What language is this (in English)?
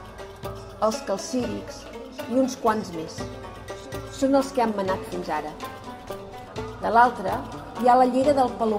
Catalan